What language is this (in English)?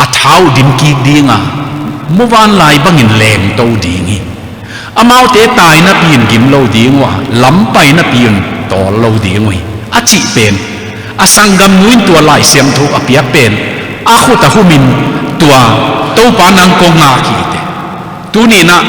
Tedim Chin